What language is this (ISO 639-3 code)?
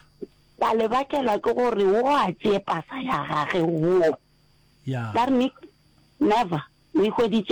nso